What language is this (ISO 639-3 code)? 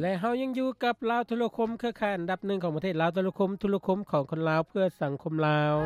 lao